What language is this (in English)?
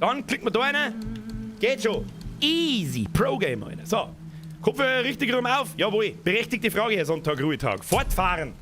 Bavarian